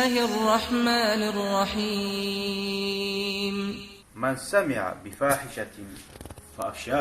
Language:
Kumyk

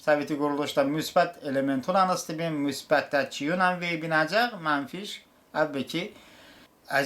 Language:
Talysh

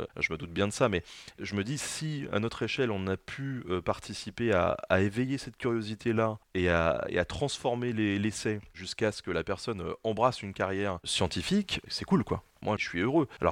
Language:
French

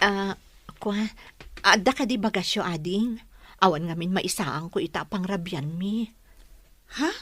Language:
Iloko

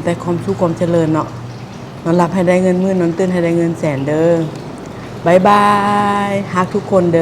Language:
Northeastern Thai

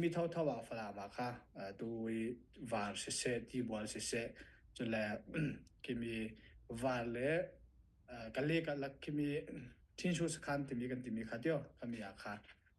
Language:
Falam Chin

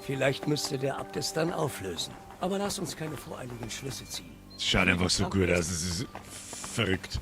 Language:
Bavarian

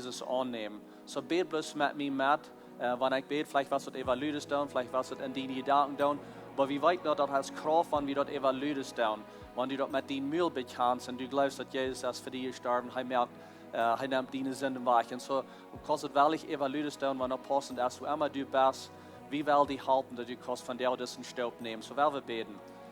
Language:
Plautdietsch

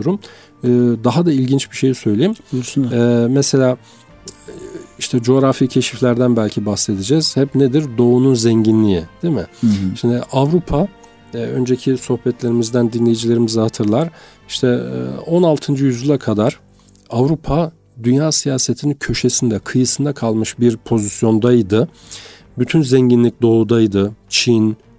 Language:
Turkish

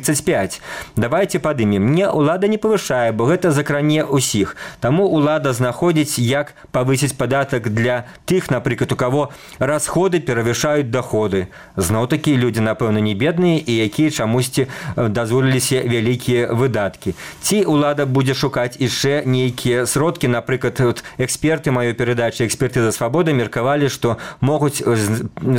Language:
Belarusian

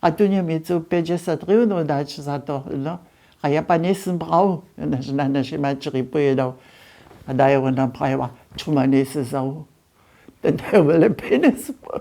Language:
Upper Sorbian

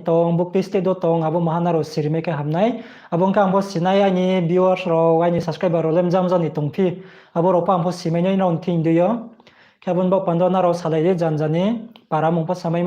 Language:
Riang (India)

